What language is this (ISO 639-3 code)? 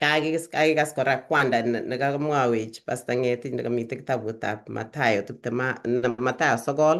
kln